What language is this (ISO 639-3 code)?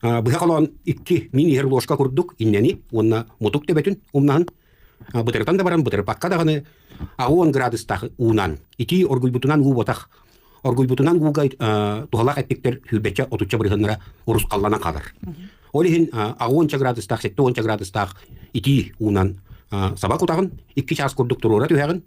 sah